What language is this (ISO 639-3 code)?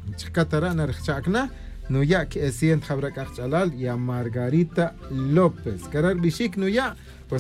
tzj